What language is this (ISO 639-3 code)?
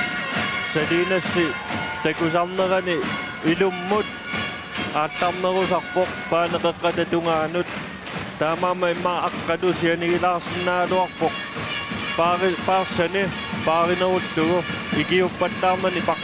kal